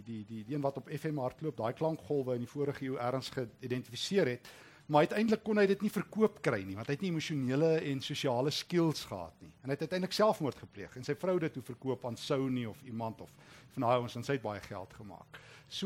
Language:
Afrikaans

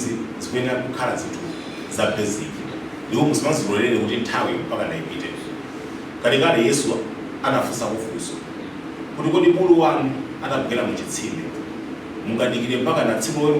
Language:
Nyanja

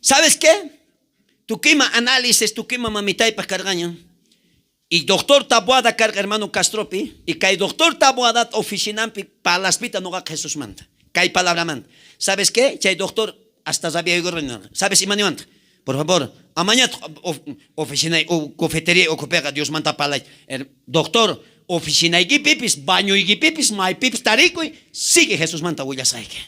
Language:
South Bolivian Quechua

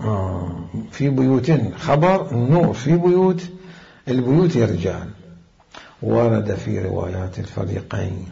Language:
Mesopotamian Arabic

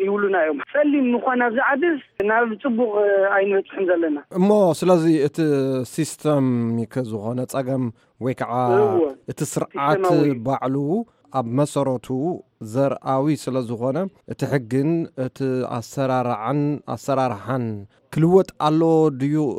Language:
Tigrinya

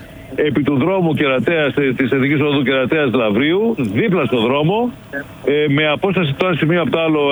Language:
Greek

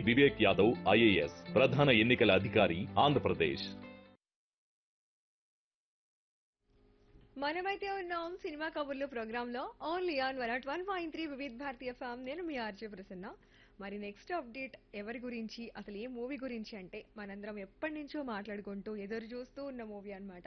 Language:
Telugu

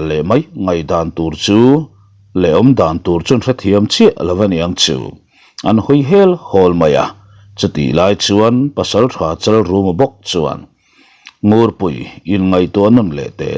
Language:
Mizo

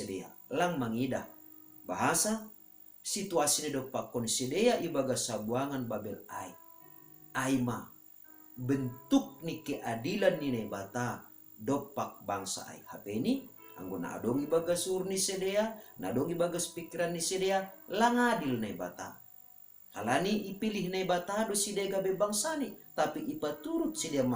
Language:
Batak Simalungun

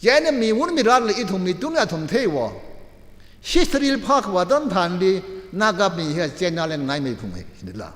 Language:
Tangkhul Naga (India)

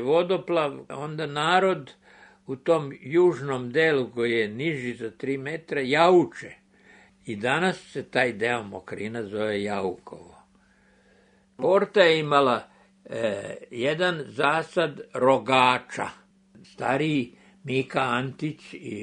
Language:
Serbian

